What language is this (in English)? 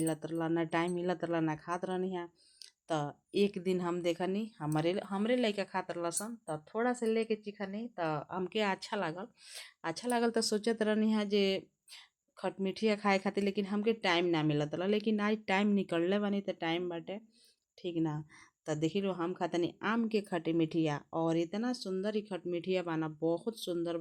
Bhojpuri